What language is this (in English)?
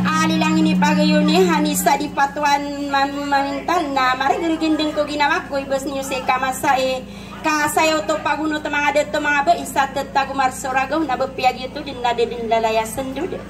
Maranao